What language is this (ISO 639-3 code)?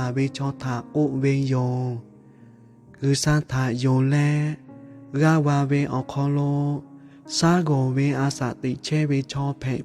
lhu